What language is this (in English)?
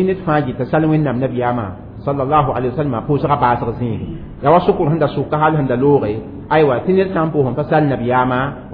Mossi